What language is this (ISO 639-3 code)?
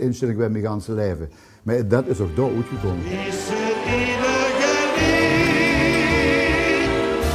lim